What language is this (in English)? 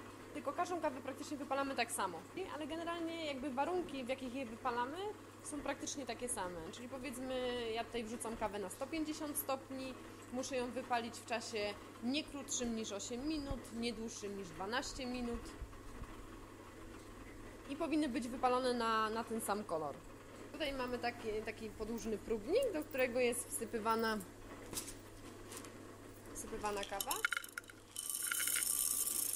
Polish